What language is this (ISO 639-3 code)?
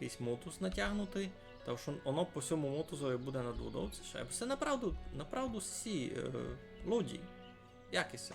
rue